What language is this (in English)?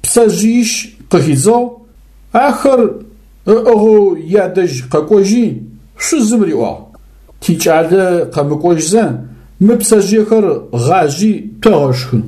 Adyghe